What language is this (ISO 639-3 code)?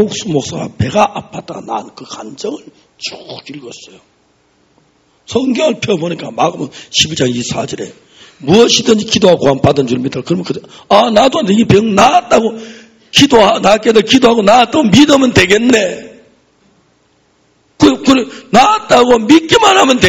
kor